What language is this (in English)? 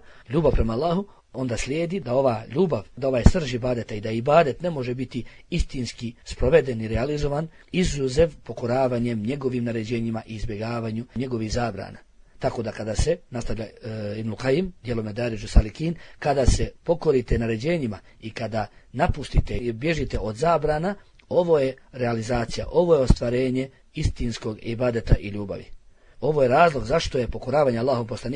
Bosnian